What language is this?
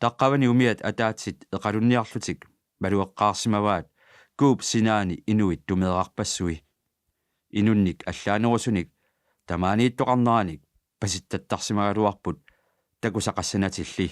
Kalaallisut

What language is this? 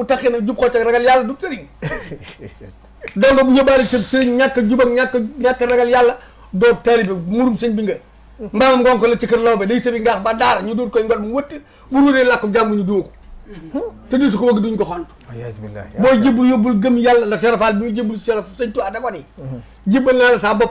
Wolof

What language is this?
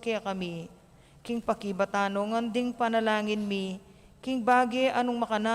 Pampanga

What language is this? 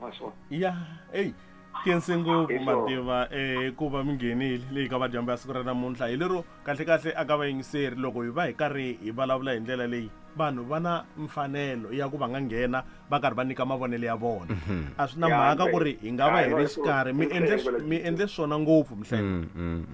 Tsonga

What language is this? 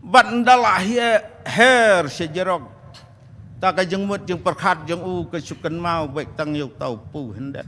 Khasi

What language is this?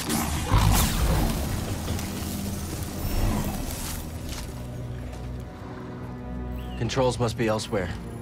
English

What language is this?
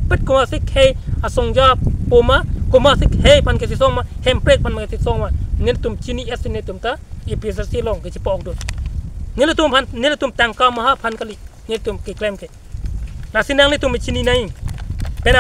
Karbi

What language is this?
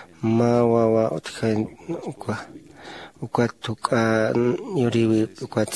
Aymara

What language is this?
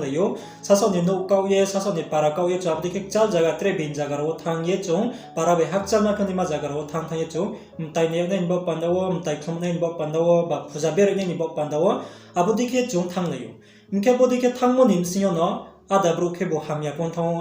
Riang (India)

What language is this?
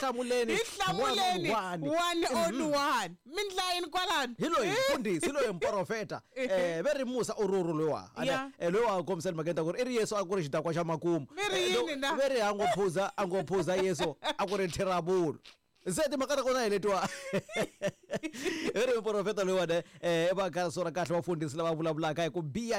Tsonga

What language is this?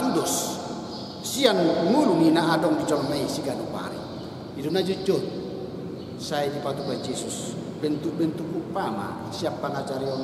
Batak Toba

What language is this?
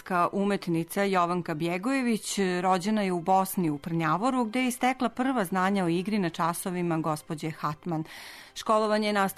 Serbian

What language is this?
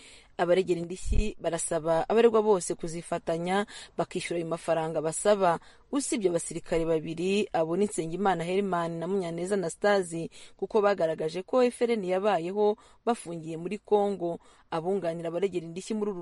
Kinyarwanda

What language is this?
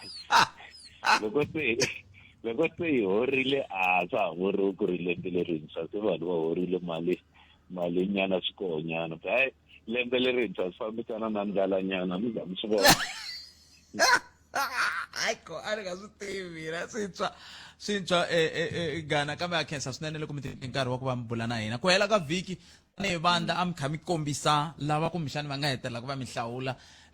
Tsonga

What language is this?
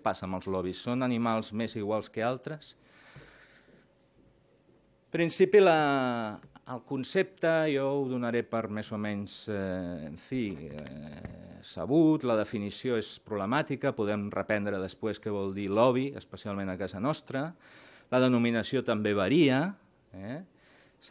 Catalan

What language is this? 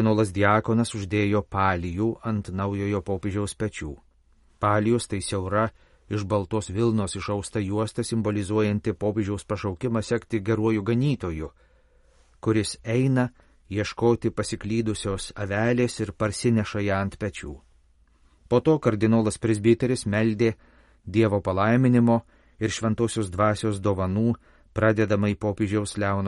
Lithuanian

